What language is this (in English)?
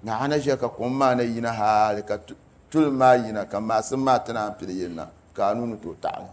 Dagbani